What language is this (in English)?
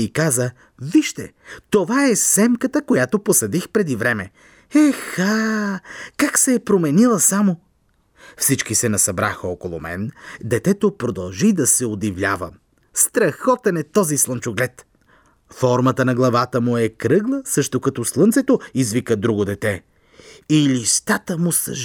Bulgarian